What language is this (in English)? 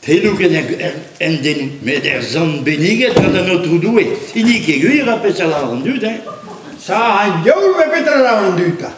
Breton